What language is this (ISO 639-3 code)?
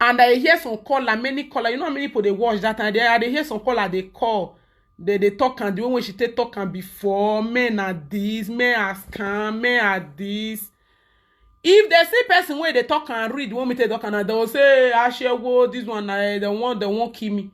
pcm